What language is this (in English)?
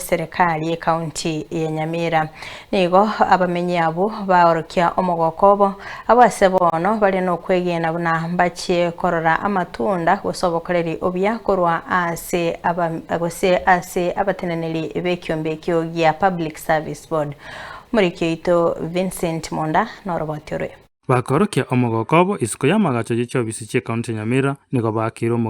Gusii